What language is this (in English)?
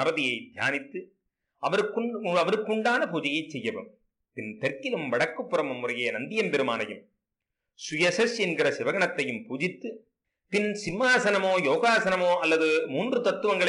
Tamil